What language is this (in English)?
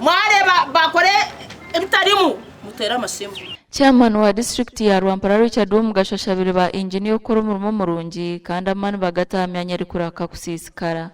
Nyankole